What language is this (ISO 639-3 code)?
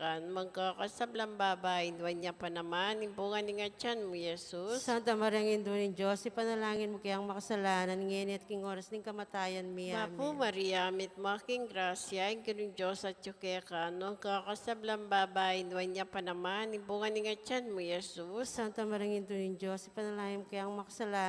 pam